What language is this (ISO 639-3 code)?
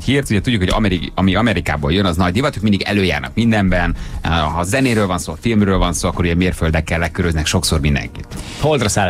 hun